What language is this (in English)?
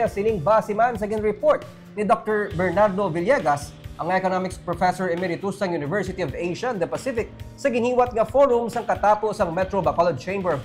Hiligaynon